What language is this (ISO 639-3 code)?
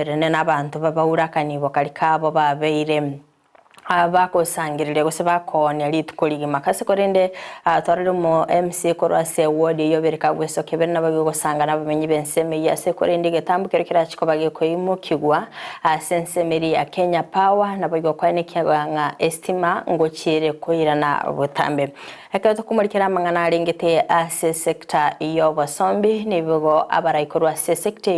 guz